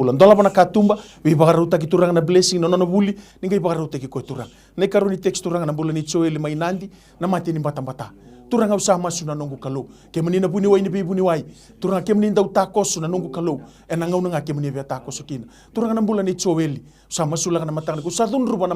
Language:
Fijian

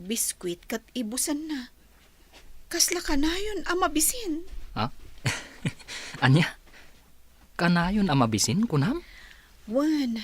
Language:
Iloko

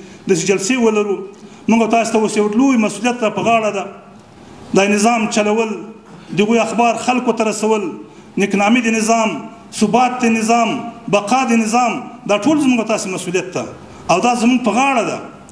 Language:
Pashto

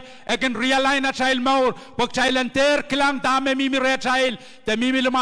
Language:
Pohnpeian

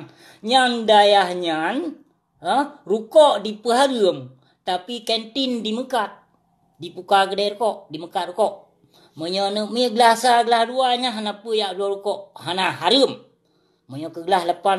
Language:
Achinese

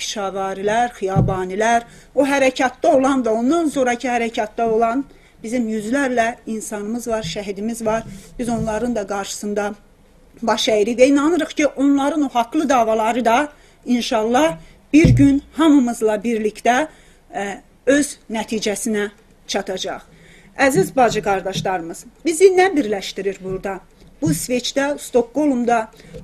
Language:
South Azerbaijani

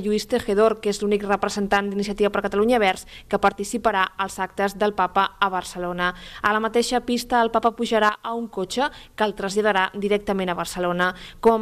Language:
Catalan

